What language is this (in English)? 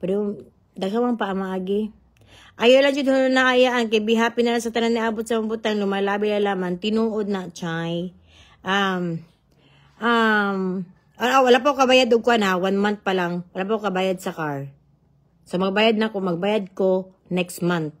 Cebuano